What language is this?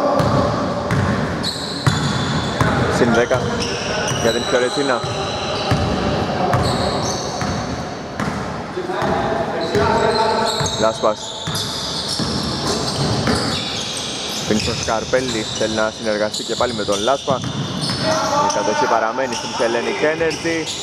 Greek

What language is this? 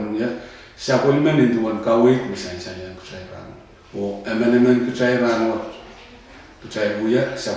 Pohnpeian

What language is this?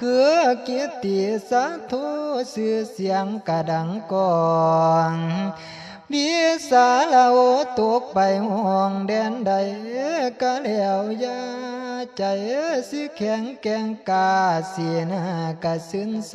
Northeastern Thai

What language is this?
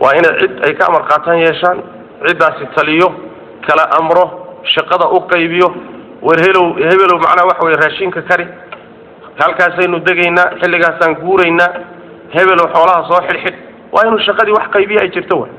Somali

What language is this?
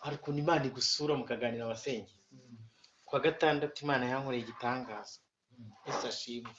Kinyarwanda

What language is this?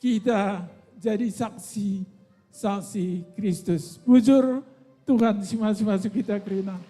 Batak Karo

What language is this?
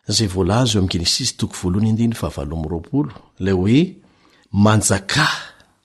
Malagasy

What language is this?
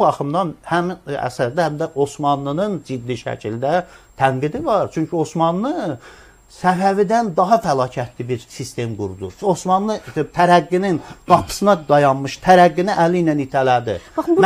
Azerbaijani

